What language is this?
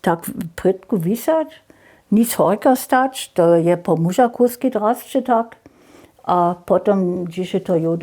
Upper Sorbian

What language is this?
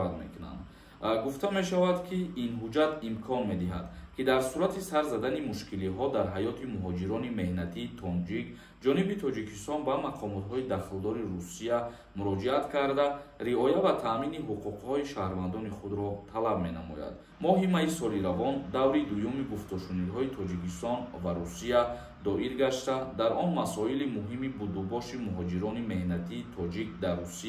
Tajik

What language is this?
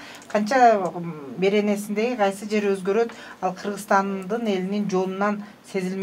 Kyrgyz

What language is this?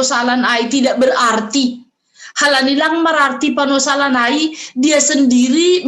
Batak Simalungun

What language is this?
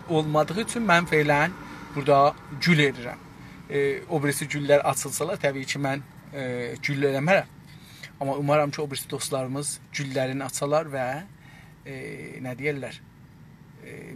South Azerbaijani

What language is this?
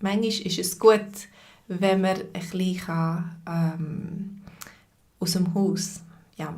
Swiss German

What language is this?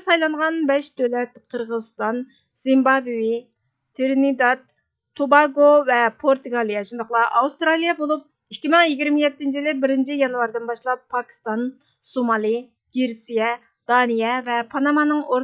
Uyghur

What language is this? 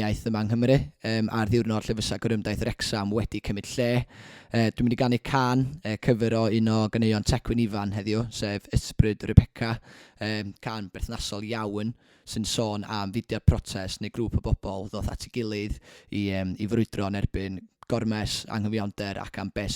Welsh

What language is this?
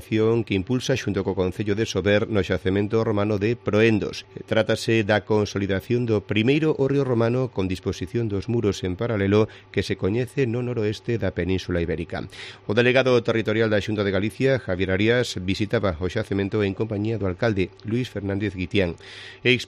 Galician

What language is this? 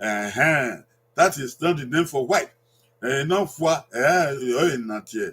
Bini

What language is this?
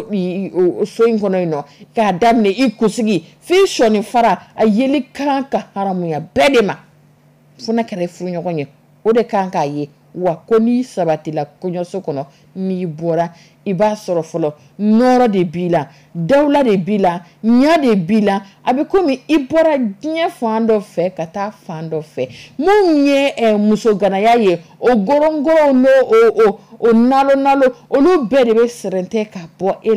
Dyula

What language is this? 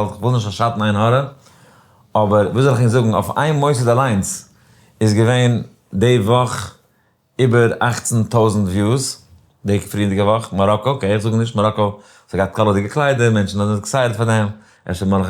Yiddish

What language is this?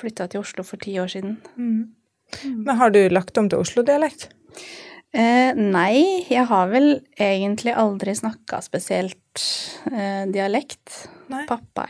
Norwegian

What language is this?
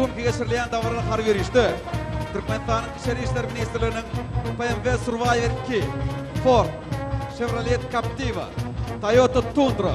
Turkmen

